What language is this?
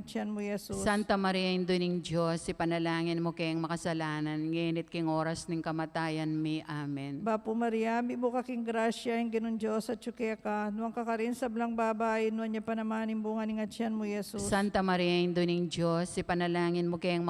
Pampanga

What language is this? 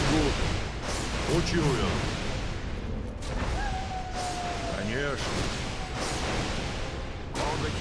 Russian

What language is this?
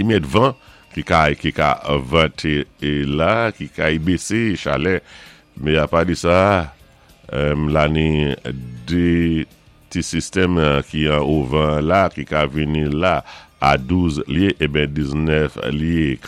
Saint Lucian Creole French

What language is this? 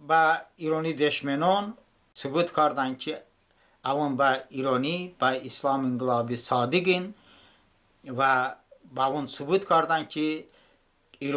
Talysh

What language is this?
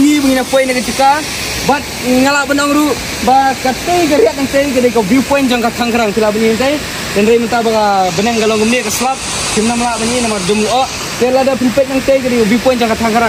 Khasi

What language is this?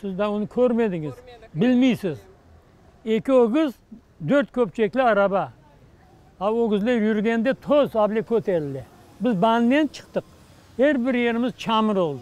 Crimean Tatar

